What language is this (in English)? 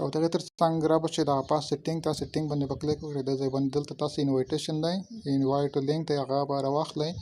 Pashto